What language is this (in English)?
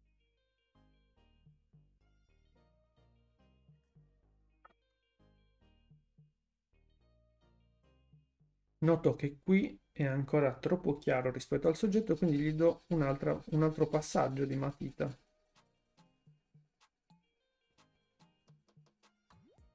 Italian